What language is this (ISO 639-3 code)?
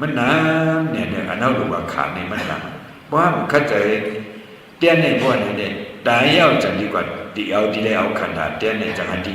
shn